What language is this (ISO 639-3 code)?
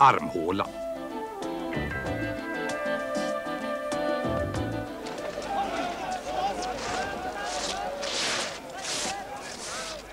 swe